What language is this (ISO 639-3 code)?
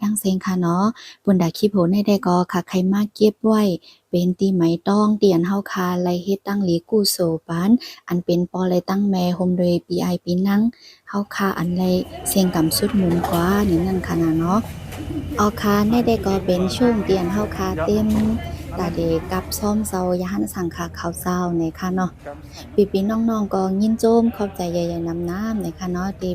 shn